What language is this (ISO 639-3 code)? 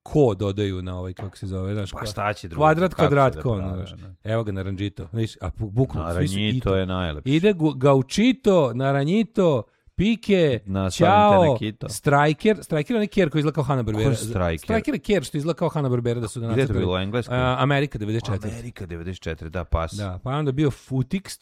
srp